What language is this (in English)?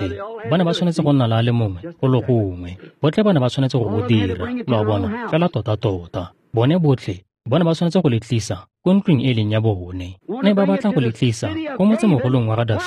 Tswana